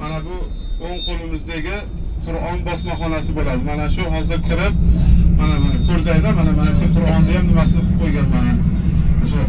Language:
Uzbek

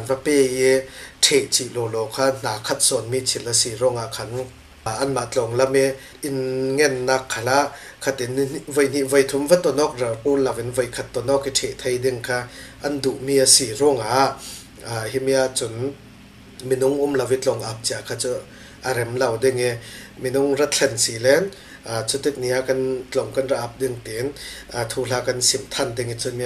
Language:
Falam Chin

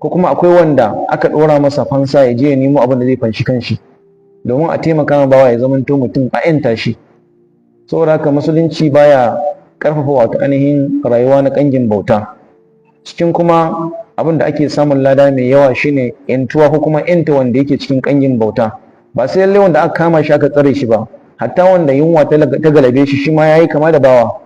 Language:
Hausa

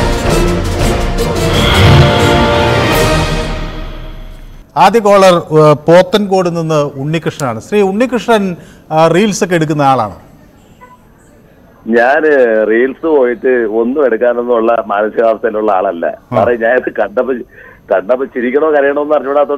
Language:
Malayalam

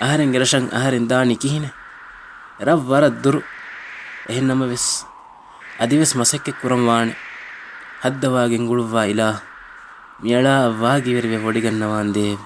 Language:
Divehi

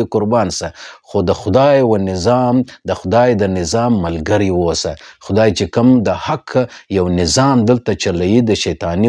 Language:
Pashto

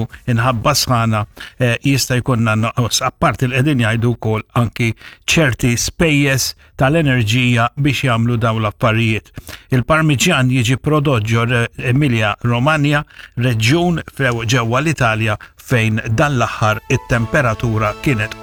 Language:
Maltese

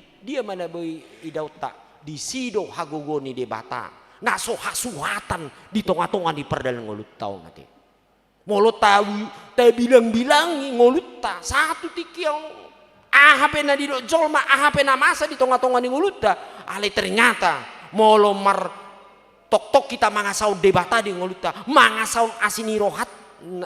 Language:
Batak Toba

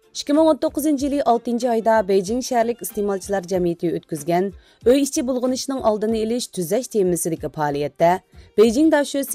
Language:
Uyghur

